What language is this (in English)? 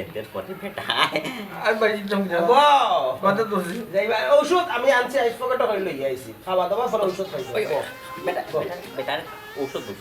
Sylheti